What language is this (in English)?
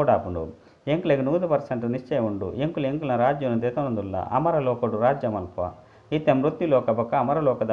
Tulu